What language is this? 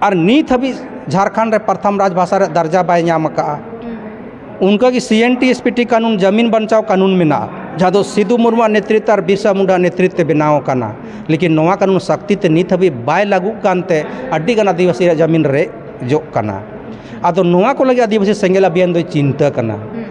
Santali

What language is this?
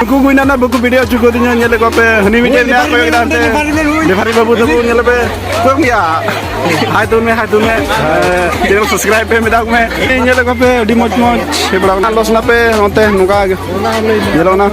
Santali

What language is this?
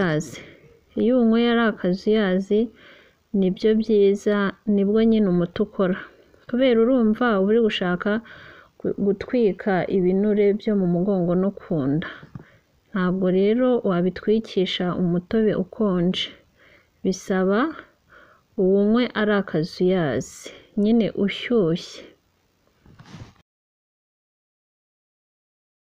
Kinyarwanda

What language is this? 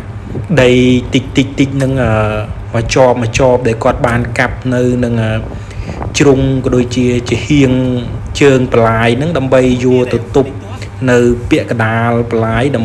Khmer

